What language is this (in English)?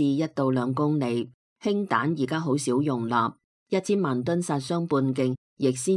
Cantonese